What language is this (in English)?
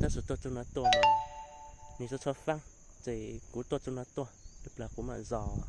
Hmong